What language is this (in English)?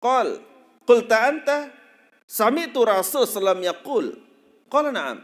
Sasak